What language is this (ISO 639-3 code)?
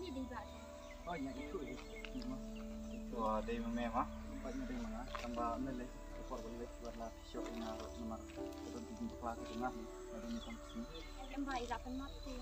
kha